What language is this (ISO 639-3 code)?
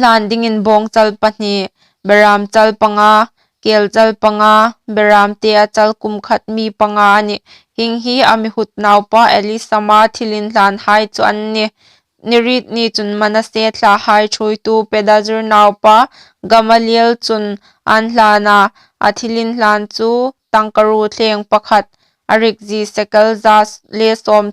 hmr